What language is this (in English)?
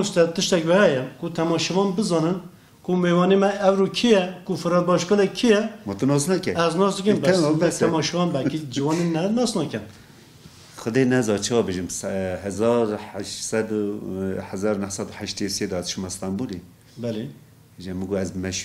Kurdish